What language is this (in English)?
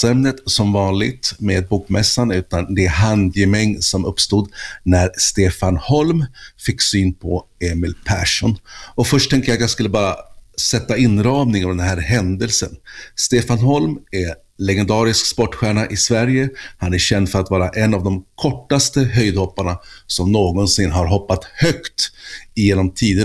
Swedish